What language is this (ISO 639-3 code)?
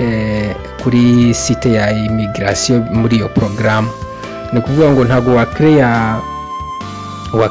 kin